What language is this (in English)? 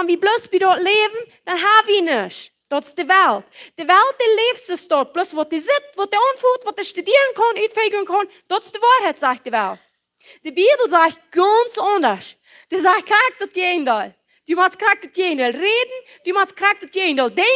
Plautdietsch